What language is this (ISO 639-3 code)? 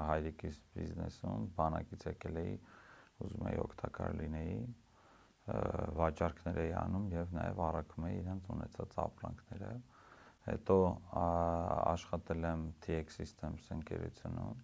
hye